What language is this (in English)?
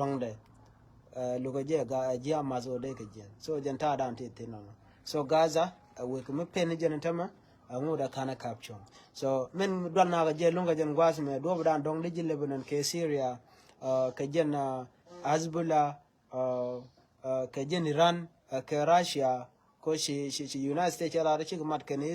Nuer